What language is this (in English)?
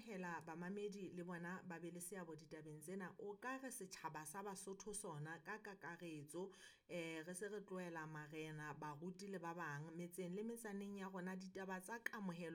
Southern Sotho